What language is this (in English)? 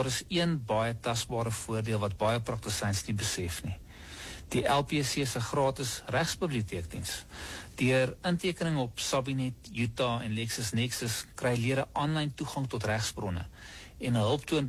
Afrikaans